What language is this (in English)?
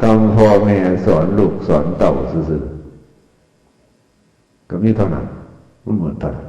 Northeastern Thai